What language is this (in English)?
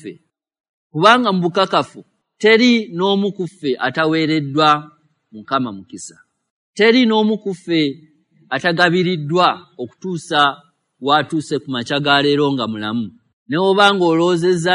Ganda